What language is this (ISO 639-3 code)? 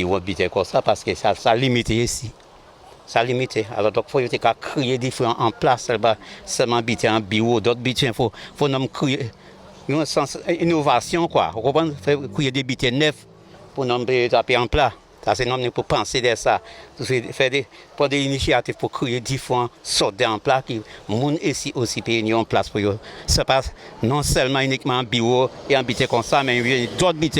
gcf